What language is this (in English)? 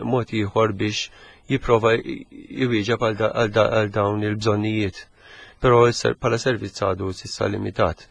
Maltese